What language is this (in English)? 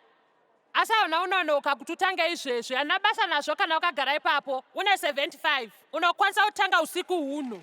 Shona